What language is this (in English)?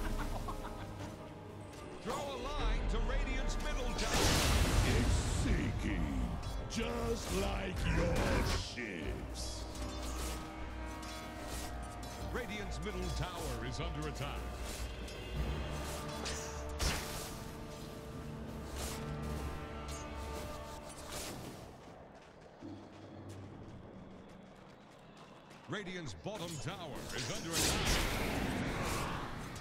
English